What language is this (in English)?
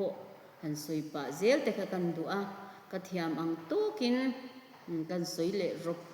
Mizo